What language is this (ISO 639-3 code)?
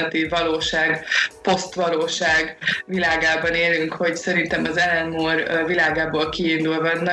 hun